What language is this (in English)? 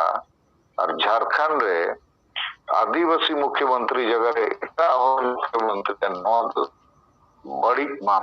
Santali